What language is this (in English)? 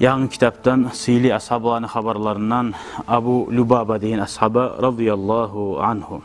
Kumyk